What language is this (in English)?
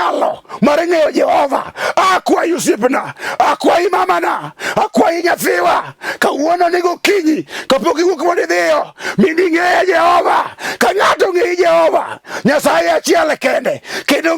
Luo (Kenya and Tanzania)